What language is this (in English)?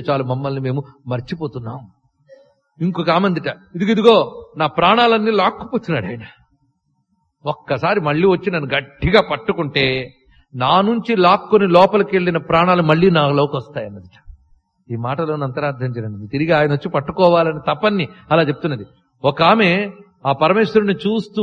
Telugu